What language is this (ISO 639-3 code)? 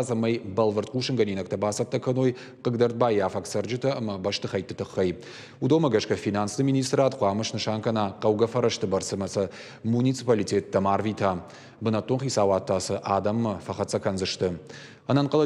oss